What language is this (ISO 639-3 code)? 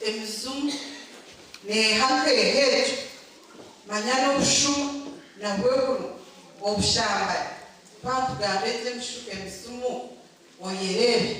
nyn